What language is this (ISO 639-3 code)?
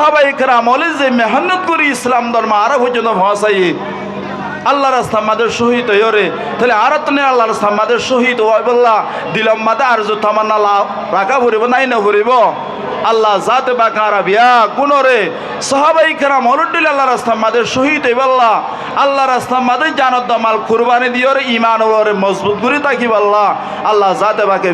rhg